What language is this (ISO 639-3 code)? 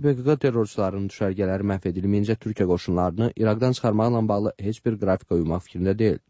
aze